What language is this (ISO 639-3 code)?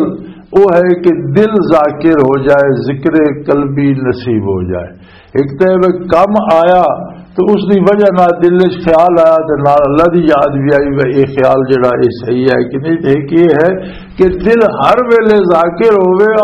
lah